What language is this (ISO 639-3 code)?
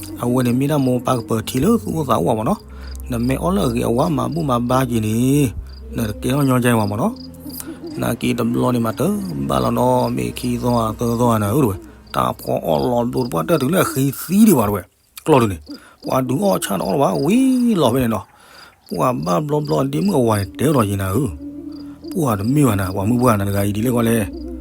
ksw